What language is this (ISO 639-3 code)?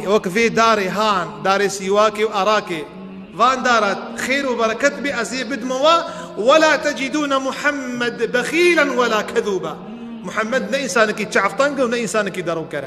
kur